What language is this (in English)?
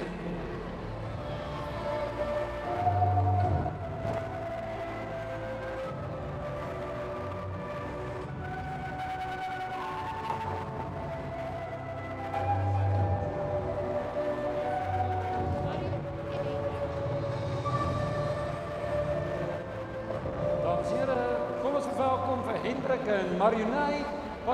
Afrikaans